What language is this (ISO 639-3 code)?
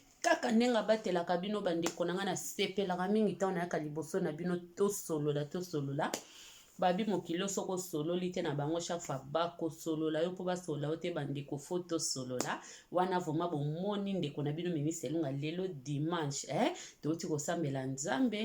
lin